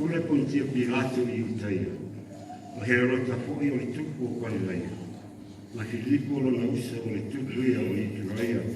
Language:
Samoan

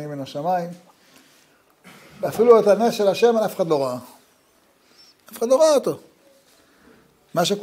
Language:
Hebrew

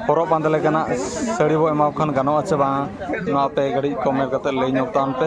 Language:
Santali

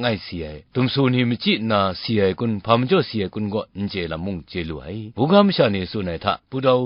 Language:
Kachin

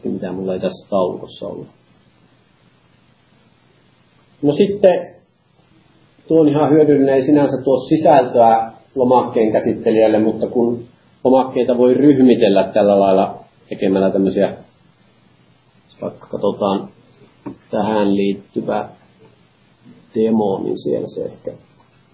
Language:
Finnish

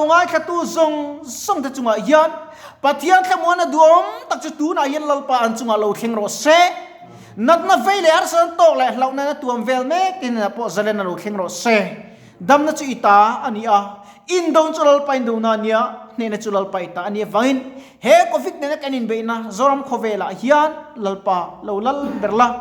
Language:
Mizo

